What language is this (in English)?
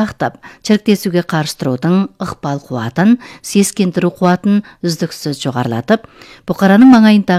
Kazakh